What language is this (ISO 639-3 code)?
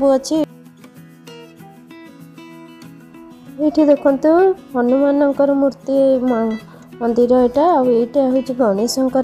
ori